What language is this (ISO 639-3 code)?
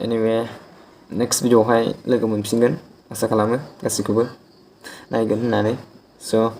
brx